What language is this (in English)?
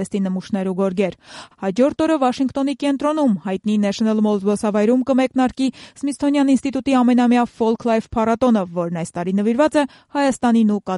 Armenian